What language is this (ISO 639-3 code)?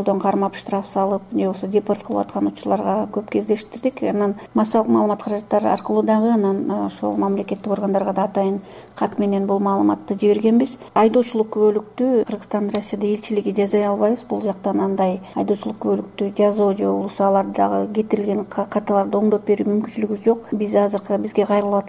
kir